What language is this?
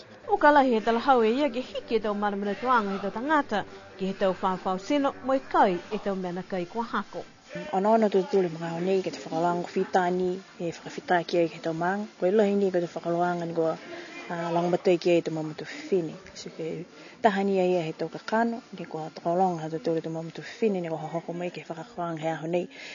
Niuean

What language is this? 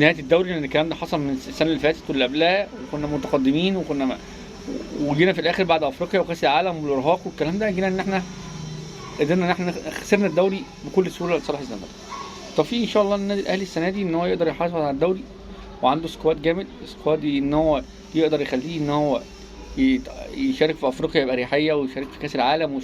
Egyptian Arabic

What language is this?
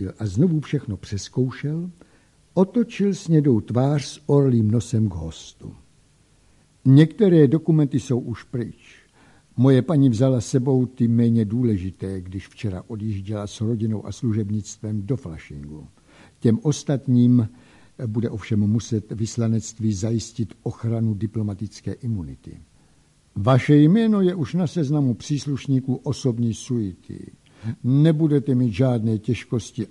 Czech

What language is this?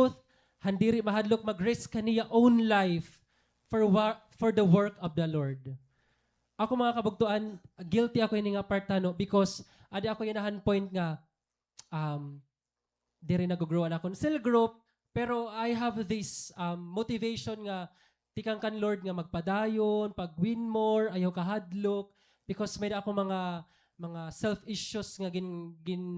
Waray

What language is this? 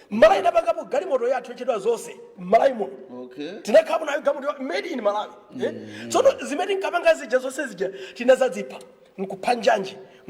Nyanja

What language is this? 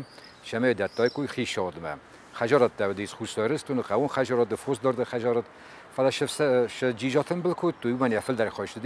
Ossetic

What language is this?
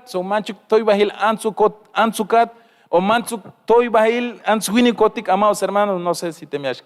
Tzeltal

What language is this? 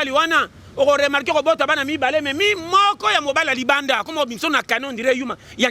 Lingala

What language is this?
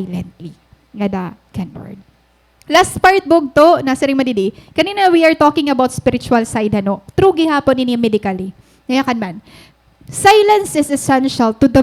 Waray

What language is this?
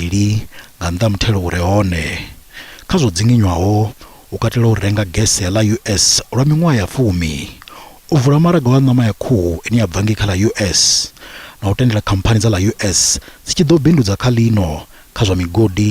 Venda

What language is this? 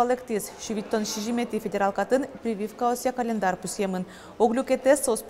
Udmurt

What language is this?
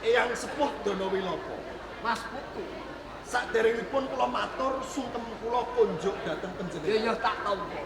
Javanese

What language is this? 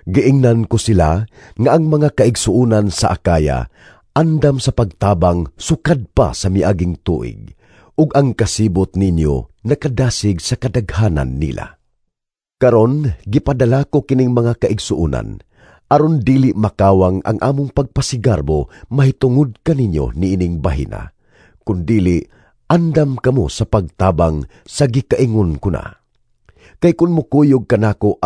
Cebuano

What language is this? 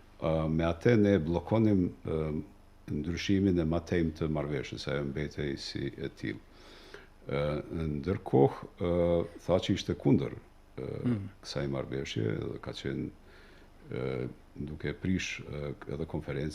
Albanian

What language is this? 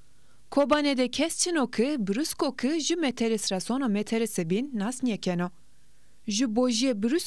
Zaza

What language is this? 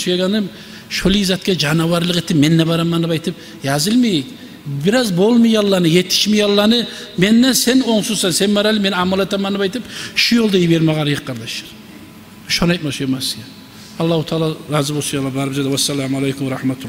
Kumyk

